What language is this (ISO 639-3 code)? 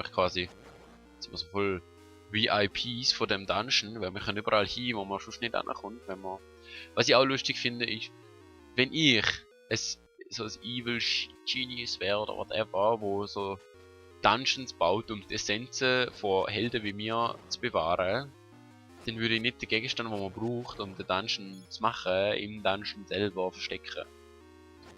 gsw